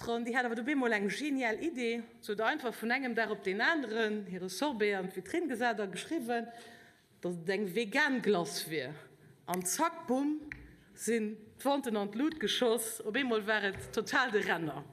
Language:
Luxembourgish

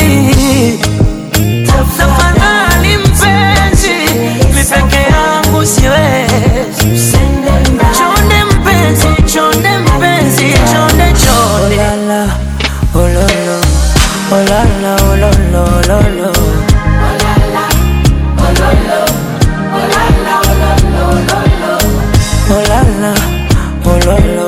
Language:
Swahili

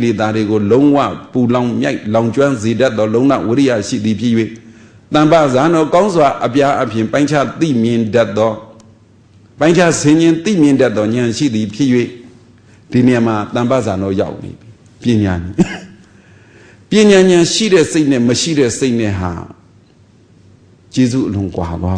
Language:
Burmese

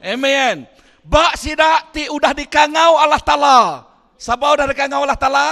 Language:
Iban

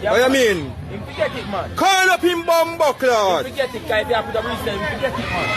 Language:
Jamaican Creole English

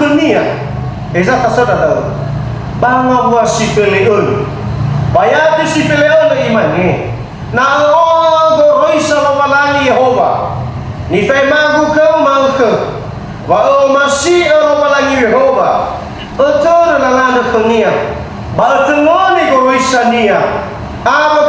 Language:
Nias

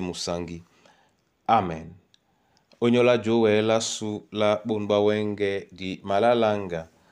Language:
Duala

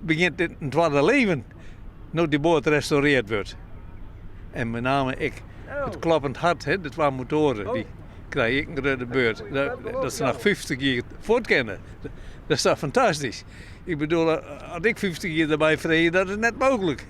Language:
Western Frisian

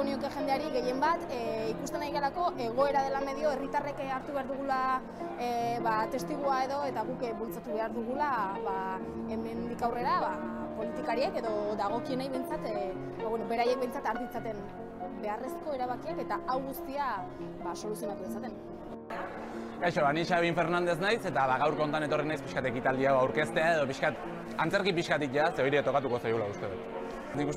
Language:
Basque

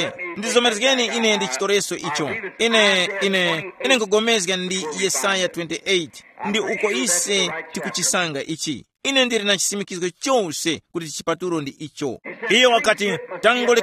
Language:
Tumbuka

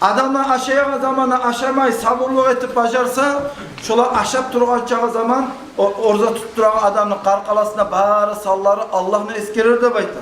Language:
Kumyk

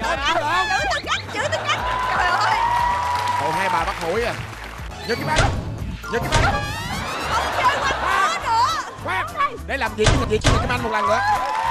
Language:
Vietnamese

